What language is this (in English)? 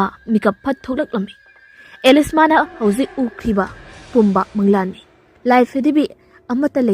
Manipuri